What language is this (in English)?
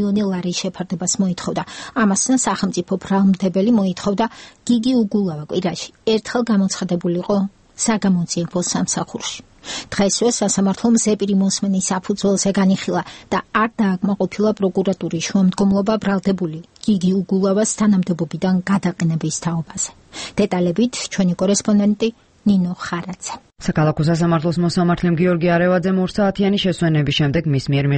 Georgian